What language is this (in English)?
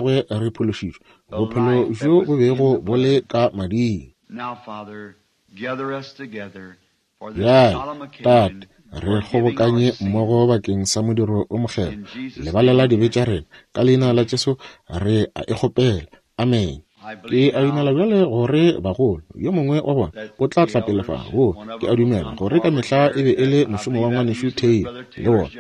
Northern Sotho